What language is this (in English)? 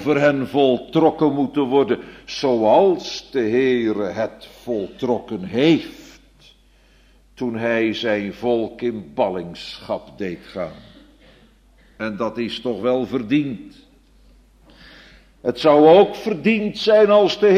Dutch